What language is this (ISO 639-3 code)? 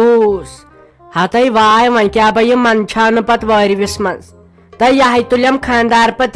kas